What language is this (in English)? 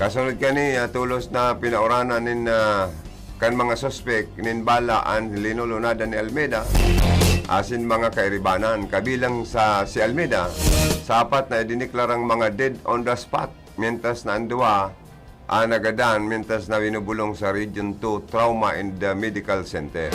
Bikol